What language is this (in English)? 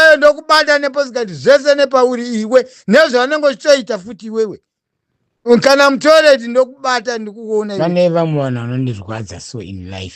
Shona